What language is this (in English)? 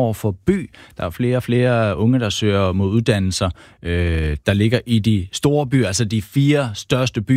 Danish